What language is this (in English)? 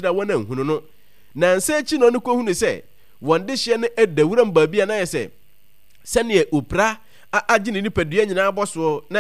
Akan